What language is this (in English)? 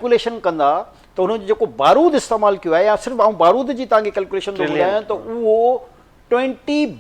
Sindhi